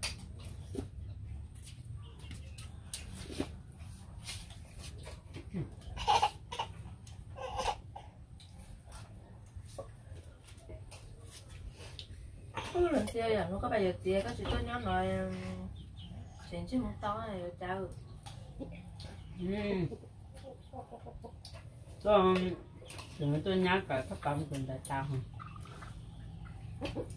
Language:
Vietnamese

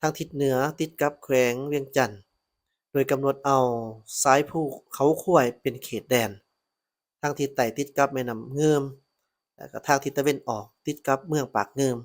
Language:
Lao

